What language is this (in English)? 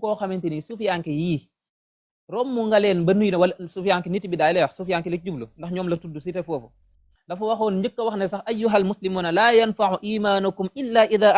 Wolof